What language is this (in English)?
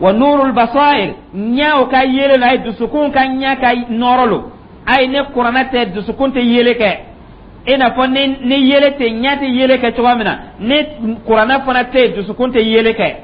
Dyula